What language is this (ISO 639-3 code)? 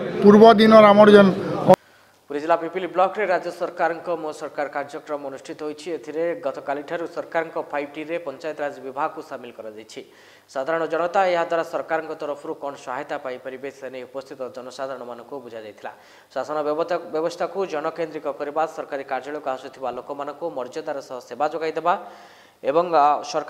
ori